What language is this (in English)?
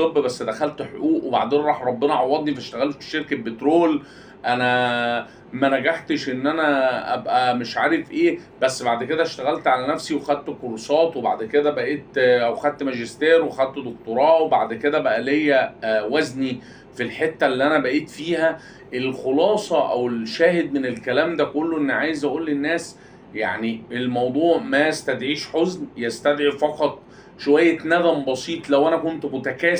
Egyptian Arabic